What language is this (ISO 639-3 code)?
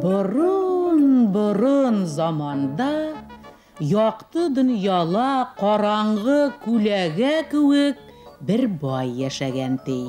bak